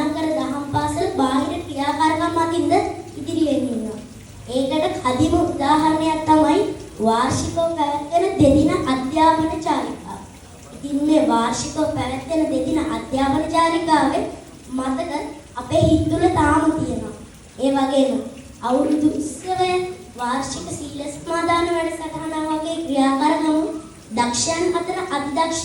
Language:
Sinhala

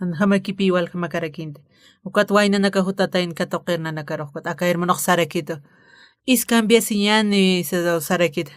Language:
Aymara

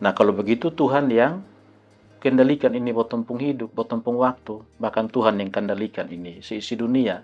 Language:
Kupang Malay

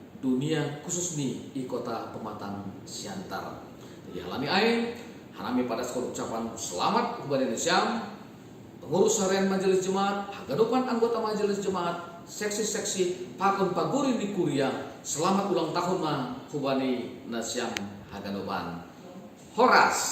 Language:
Batak Simalungun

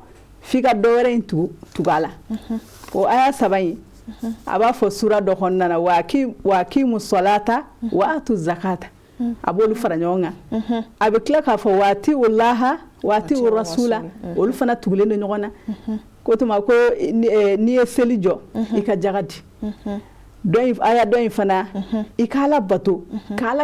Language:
Bambara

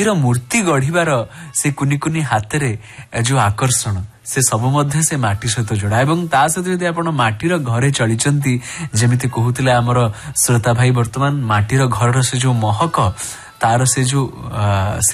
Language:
Odia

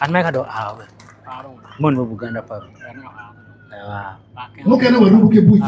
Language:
Acoli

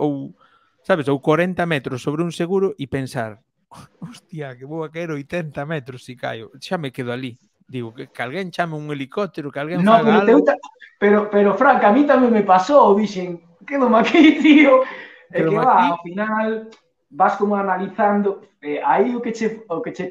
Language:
Galician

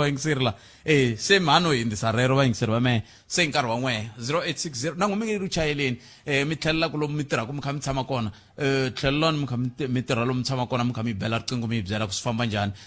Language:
Tsonga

